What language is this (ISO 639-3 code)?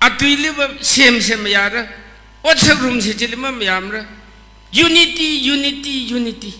nmf